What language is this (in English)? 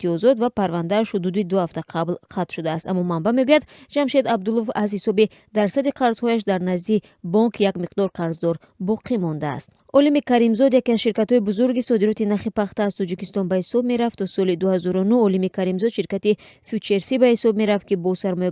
Tajik